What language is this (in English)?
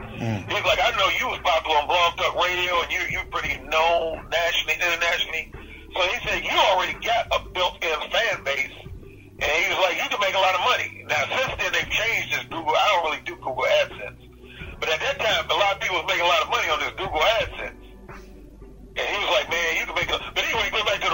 English